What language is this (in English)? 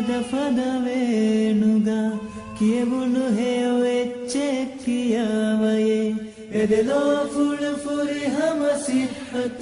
Divehi